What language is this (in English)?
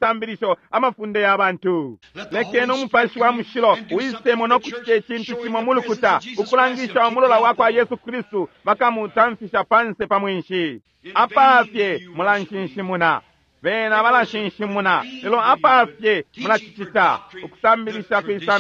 Bemba